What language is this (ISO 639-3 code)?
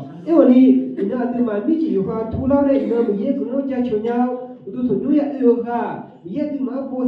ahk